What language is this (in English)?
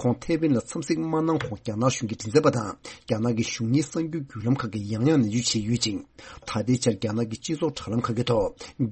Tibetan